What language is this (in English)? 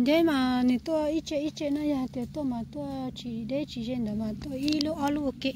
Hmong